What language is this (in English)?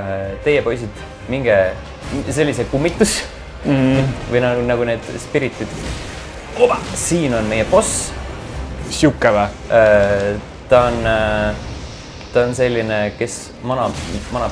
Estonian